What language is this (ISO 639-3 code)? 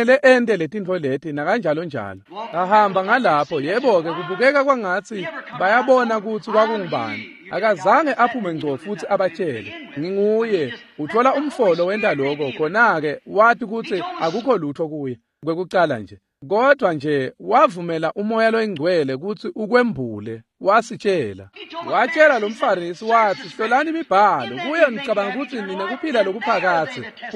ssw